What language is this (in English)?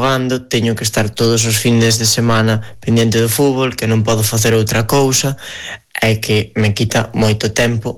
Galician